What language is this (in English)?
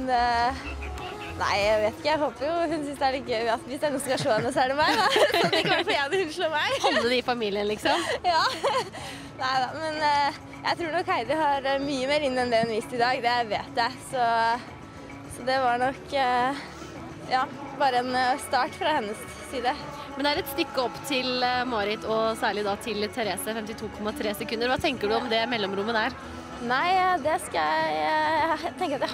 Norwegian